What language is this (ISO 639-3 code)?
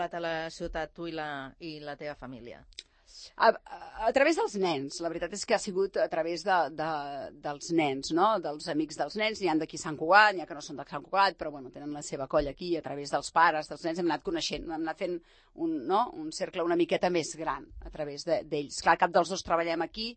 cat